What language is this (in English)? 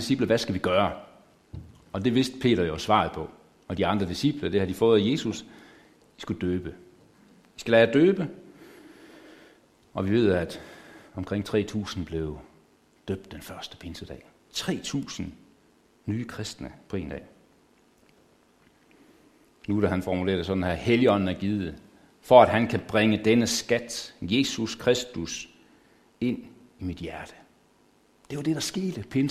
Danish